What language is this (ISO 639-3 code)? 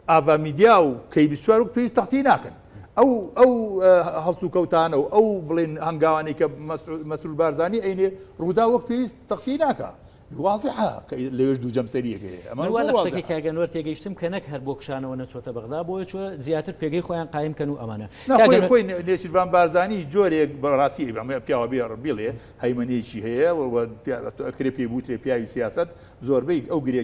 ckb